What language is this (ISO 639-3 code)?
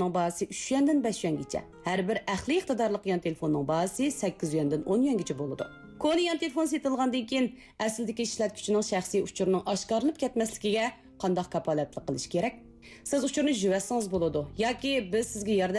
uig